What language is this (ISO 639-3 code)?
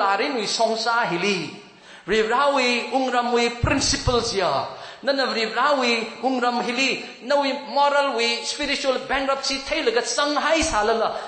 nmf